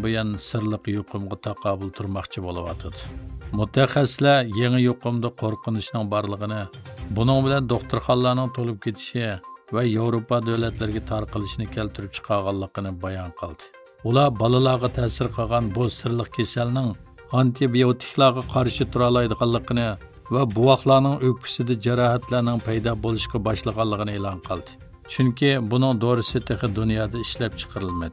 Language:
Uyghur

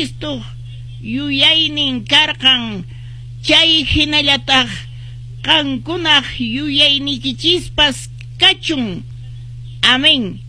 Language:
Quechua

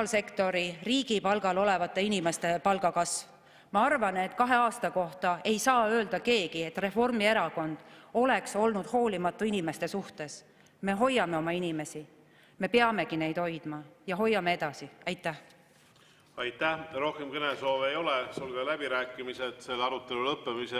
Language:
Estonian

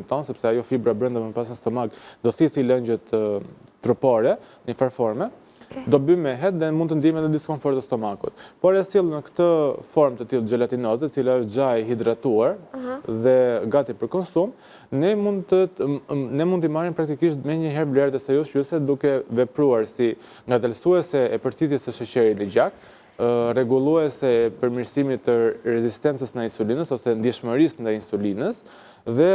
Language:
Albanian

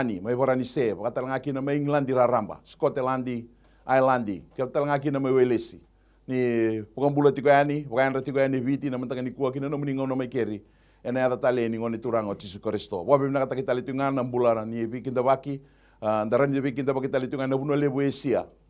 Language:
Fijian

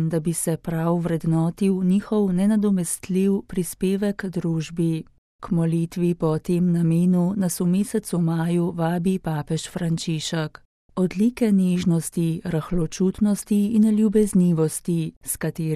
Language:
Slovenian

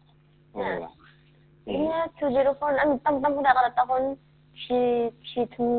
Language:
Khasi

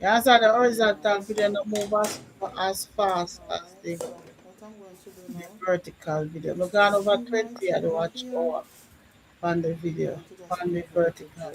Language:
Jamaican Creole English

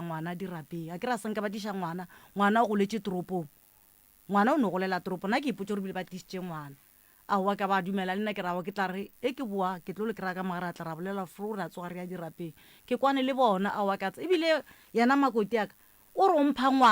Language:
Northern Sotho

